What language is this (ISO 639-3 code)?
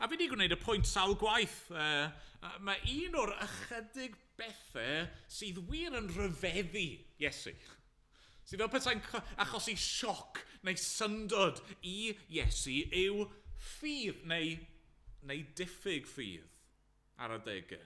cym